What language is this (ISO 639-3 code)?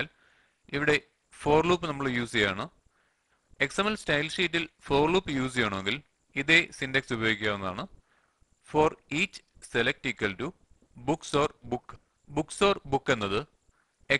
mal